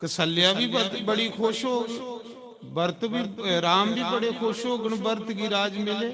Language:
Dogri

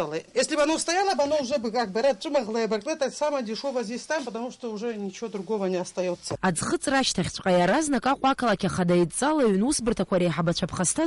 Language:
Abkhazian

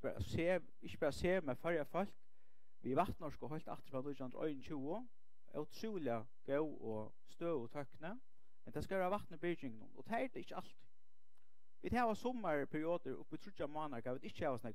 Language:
Faroese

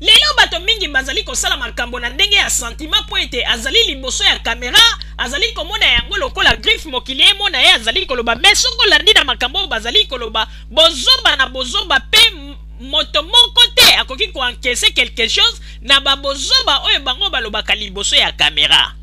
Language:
Lingala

